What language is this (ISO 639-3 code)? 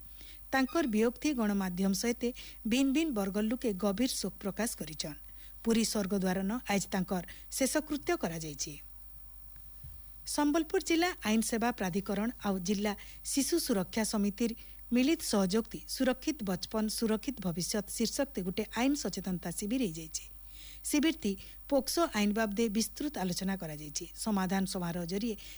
ori